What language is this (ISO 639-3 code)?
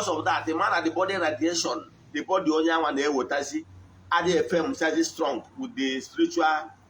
ibo